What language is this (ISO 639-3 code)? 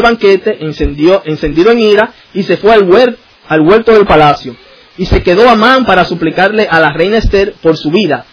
spa